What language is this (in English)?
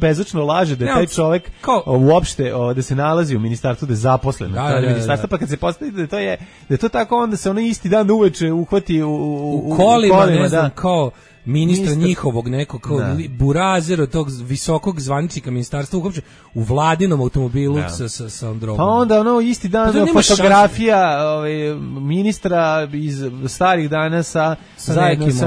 Serbian